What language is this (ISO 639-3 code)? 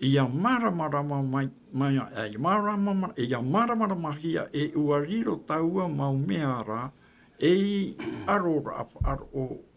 tah